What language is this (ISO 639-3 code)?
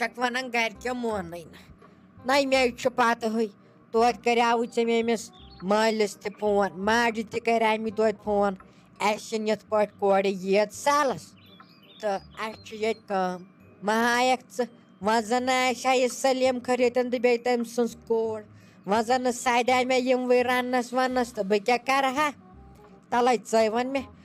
kas